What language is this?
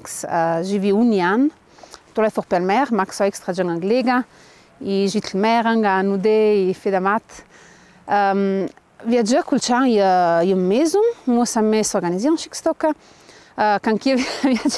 Ladin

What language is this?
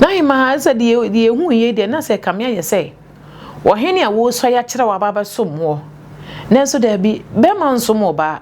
Akan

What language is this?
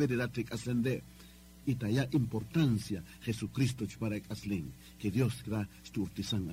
Kaqchikel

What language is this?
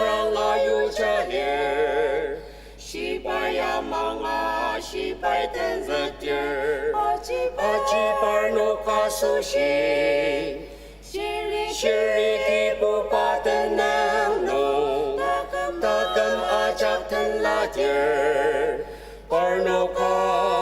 Ao Naga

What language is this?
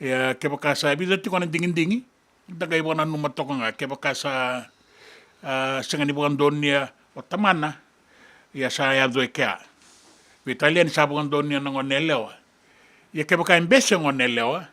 Fijian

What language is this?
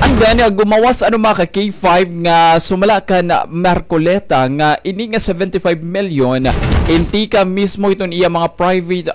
Waray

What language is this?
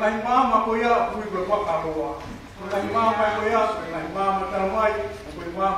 Tongan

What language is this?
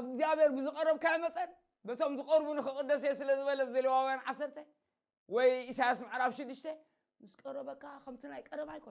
Tigrinya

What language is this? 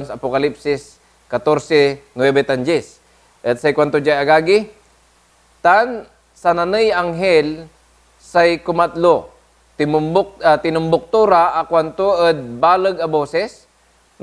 Pangasinan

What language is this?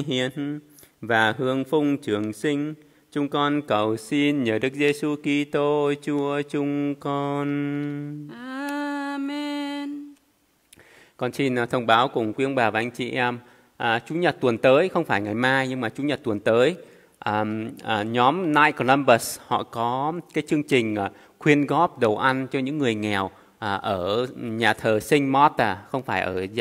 Vietnamese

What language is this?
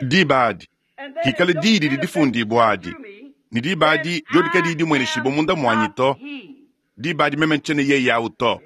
Luba-Lulua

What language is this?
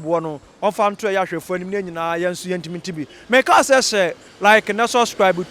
Akan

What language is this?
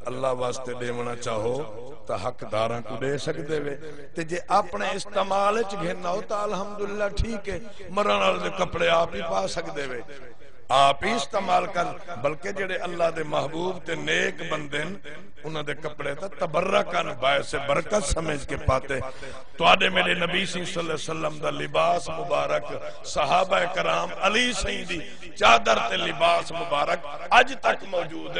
Saraiki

